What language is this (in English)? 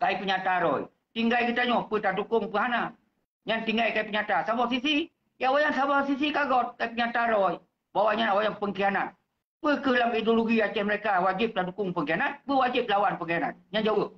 Achinese